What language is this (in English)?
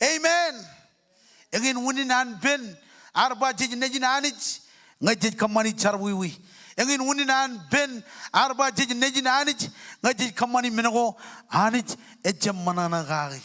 Marshallese